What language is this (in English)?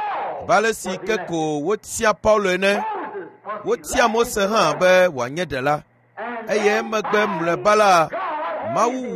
Ewe